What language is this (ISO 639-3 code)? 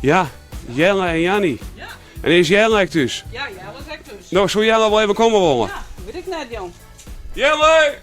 fry